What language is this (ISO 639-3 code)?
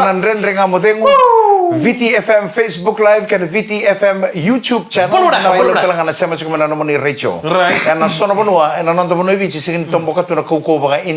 fij